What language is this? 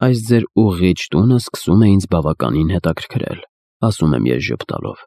Armenian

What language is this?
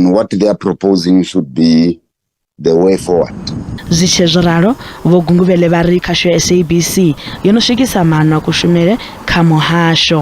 Venda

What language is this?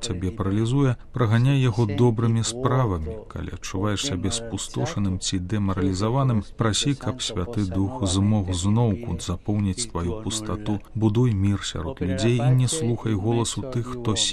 Belarusian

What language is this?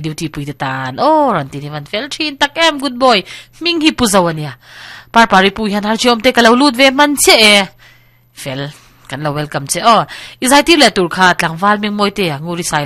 Mizo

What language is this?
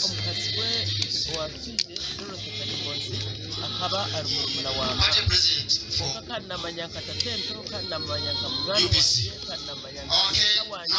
Nyankole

